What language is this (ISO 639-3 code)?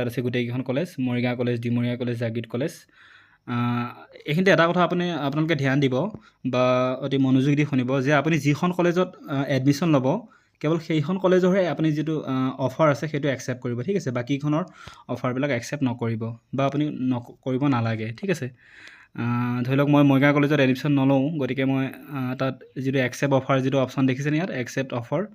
asm